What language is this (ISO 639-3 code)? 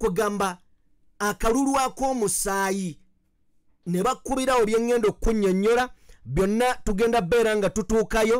lug